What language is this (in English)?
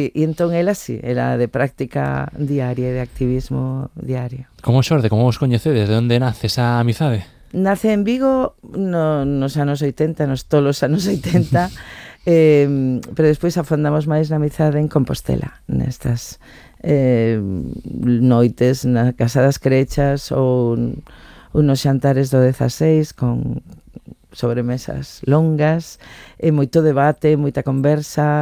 Galician